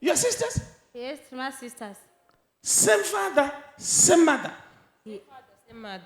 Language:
Shona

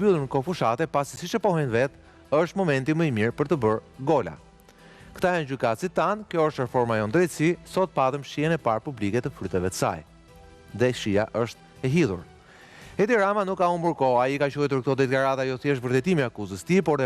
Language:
Albanian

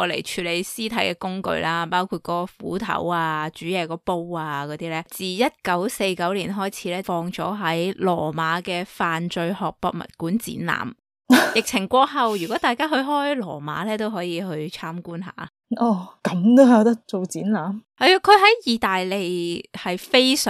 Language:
Cantonese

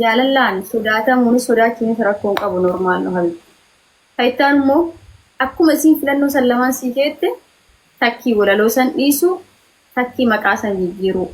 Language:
Oromo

